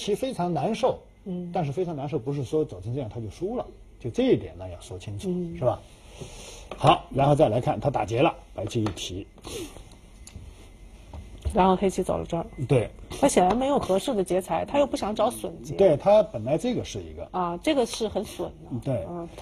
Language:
Chinese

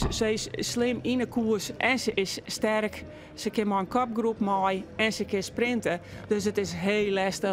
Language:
Western Frisian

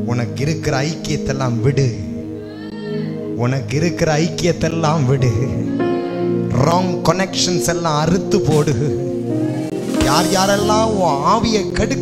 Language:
Tamil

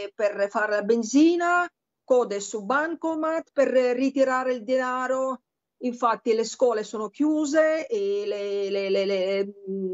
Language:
Italian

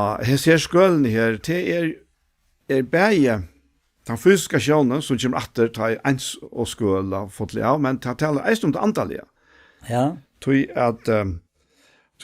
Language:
Faroese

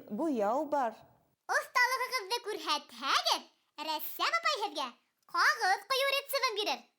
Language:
Bashkir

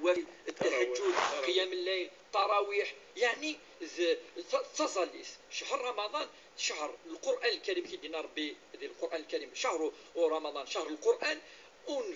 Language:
Kabyle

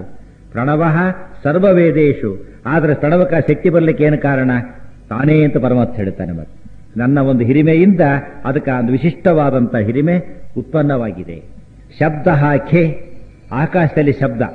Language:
Kannada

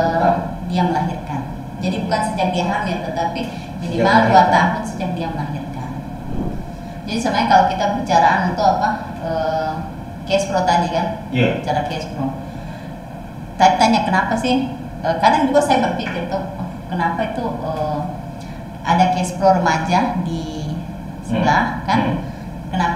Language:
Indonesian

